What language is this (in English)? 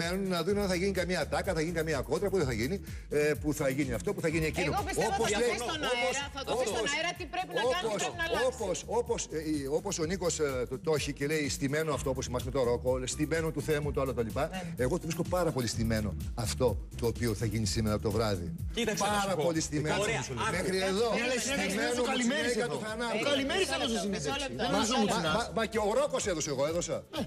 Greek